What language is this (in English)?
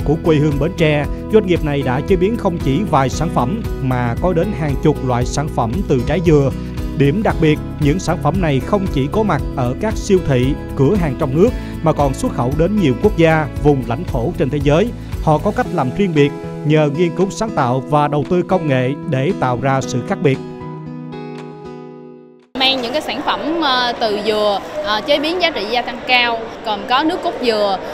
Vietnamese